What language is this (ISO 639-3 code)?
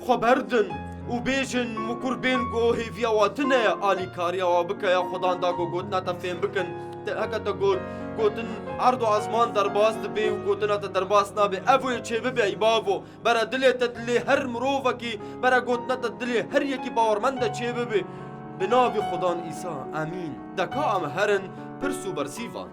kur